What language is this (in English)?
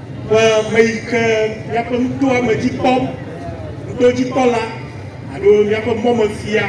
Ewe